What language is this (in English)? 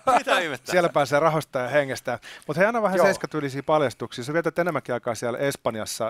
Finnish